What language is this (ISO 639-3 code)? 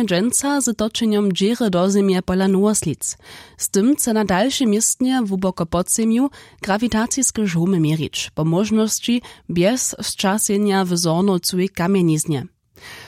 hsb